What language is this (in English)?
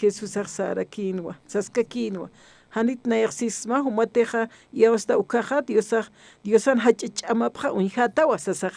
Aymara